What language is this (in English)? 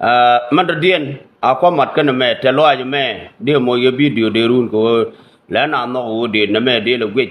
Nuer